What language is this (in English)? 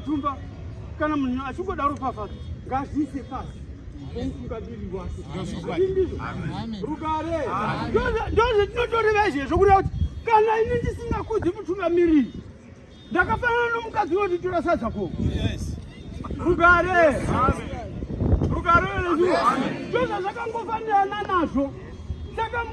Shona